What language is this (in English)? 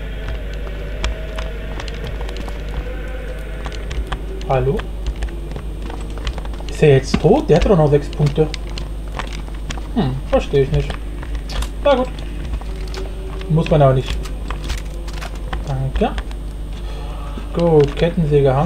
German